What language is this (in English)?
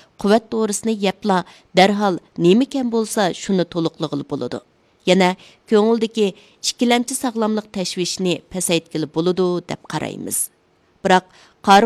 Uyghur